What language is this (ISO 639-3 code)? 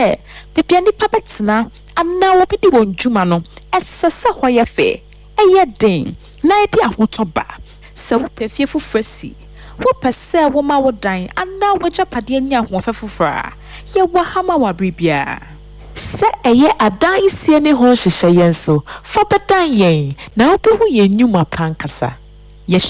aka